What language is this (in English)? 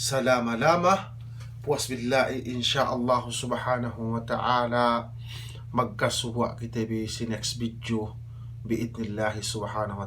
Yakan